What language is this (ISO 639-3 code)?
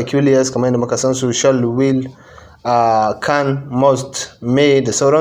hau